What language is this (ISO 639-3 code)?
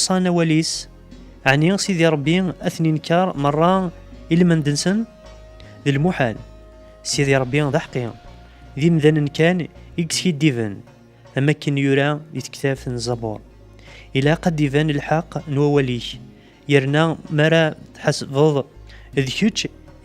kab